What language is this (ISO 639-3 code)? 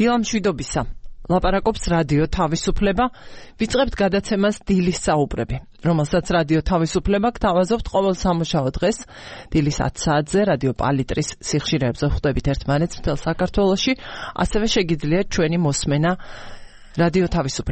kat